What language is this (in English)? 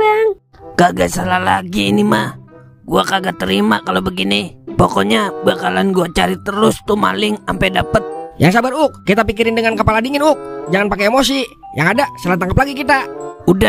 Betawi